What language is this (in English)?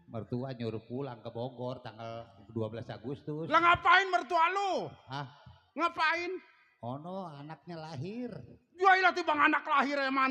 Betawi